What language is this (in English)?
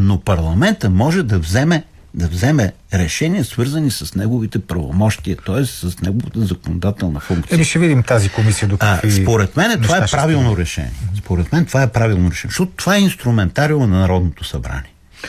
Bulgarian